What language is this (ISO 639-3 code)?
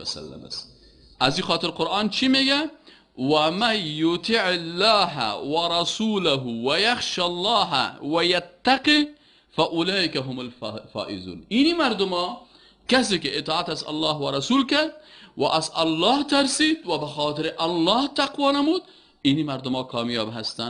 fas